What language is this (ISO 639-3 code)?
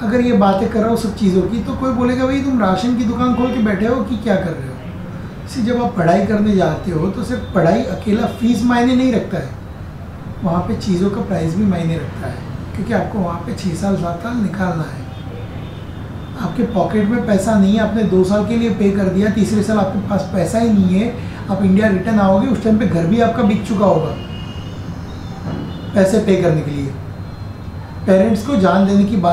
hin